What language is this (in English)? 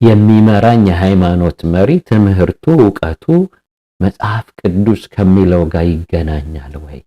Amharic